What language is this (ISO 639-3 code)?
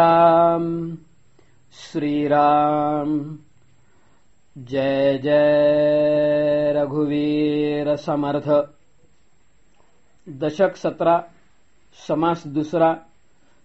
mar